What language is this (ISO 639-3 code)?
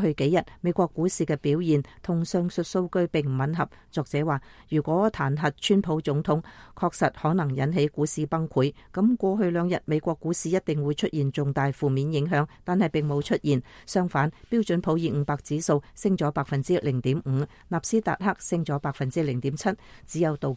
yue